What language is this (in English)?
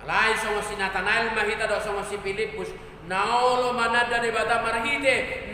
Batak Toba